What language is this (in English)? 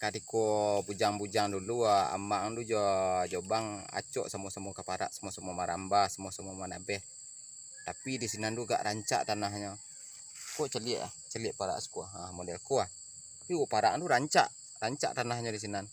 Minangkabau